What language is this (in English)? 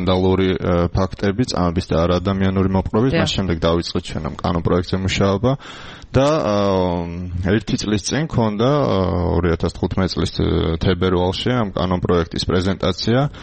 Georgian